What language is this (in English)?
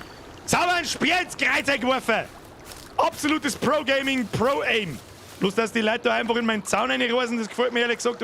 Bavarian